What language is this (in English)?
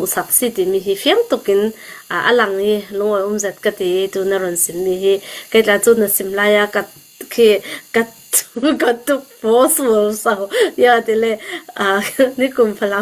Hakha Chin